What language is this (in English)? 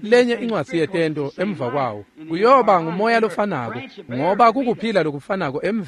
Swati